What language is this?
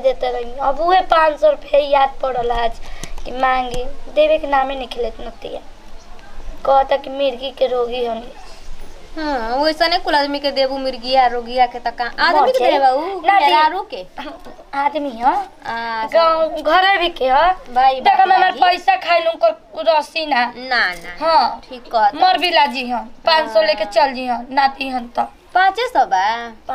Bhojpuri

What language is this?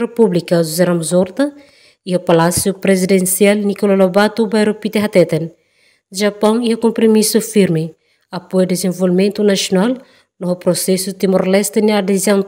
Tetum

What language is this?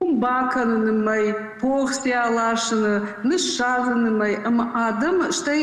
Ossetic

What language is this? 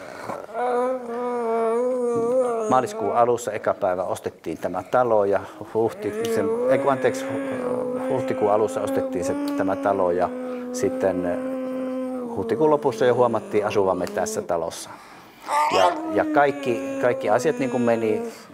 Finnish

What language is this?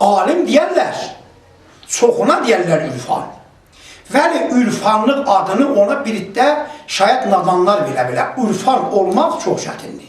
South Azerbaijani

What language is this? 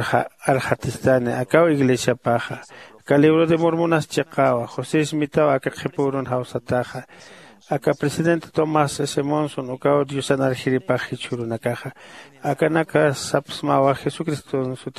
Aymara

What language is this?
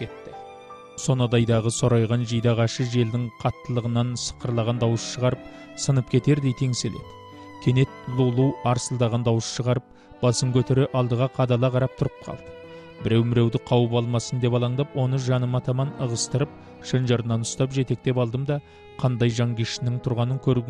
Kazakh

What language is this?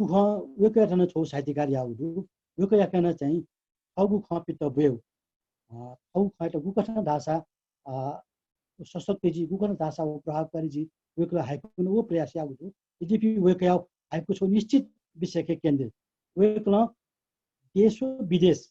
Newari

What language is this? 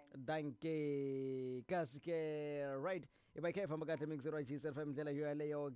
Tsonga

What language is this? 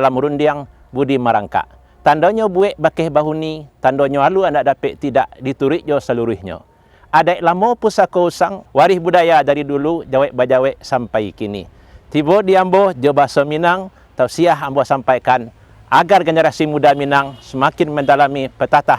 Minangkabau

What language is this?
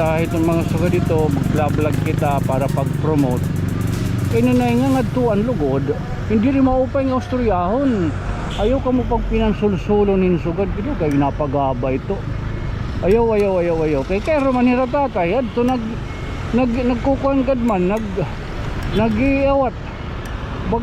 Waray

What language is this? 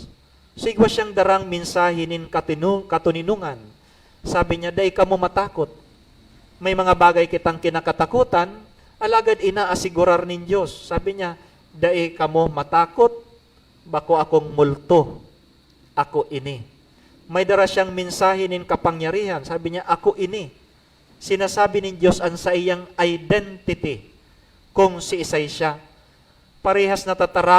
Bikol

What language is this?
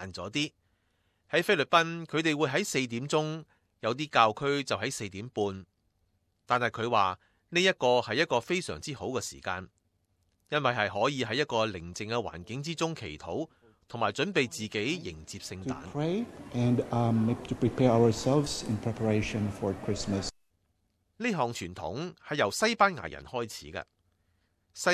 Cantonese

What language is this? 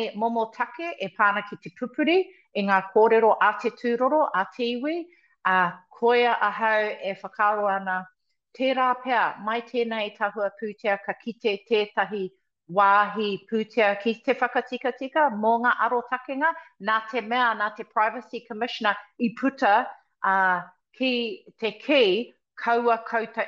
Māori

